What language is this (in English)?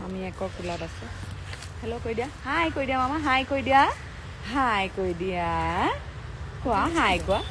Assamese